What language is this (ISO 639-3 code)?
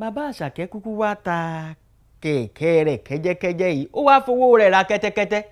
yor